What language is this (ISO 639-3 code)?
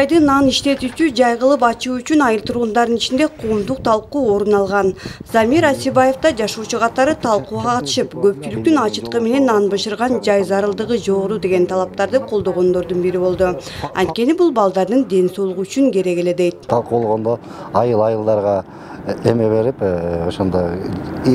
kir